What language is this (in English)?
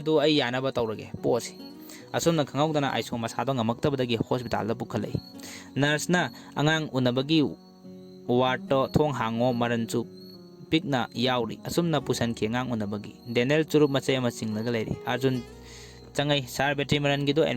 Manipuri